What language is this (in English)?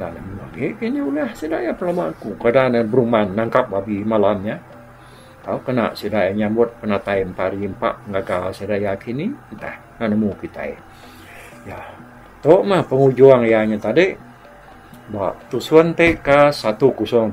Iban